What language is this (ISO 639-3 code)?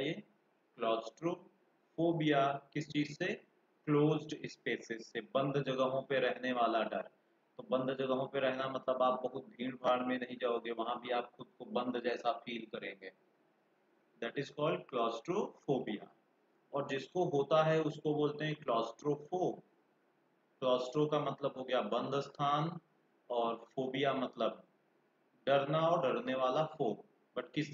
hin